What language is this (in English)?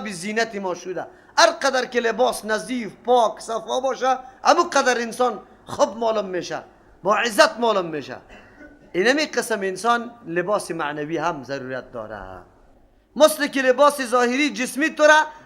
Persian